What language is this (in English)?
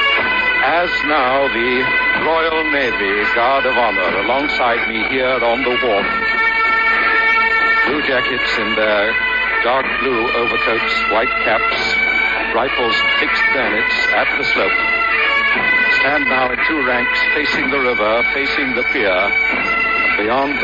English